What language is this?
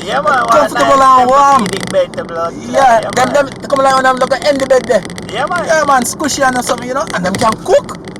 Jamaican Creole English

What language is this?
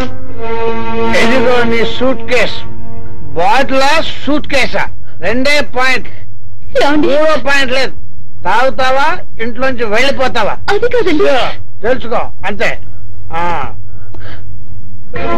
Telugu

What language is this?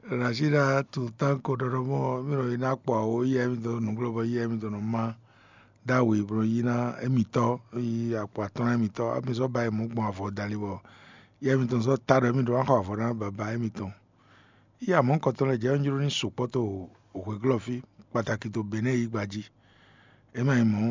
Fon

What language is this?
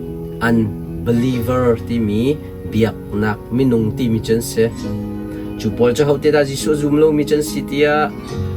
Hakha Chin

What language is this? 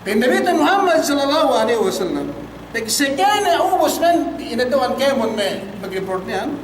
Yakan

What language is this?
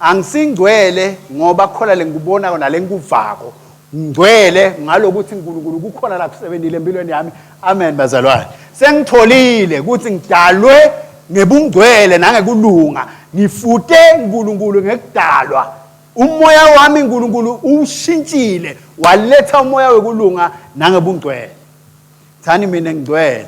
Swati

